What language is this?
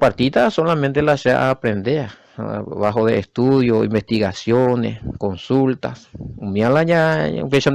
Guarani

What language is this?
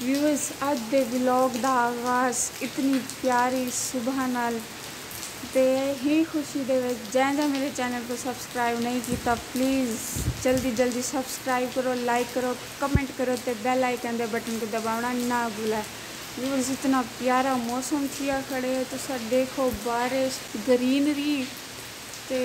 Saraiki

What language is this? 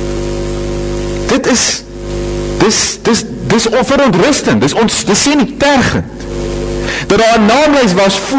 Afrikaans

